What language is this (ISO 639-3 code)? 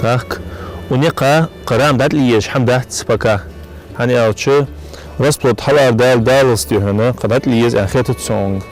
inh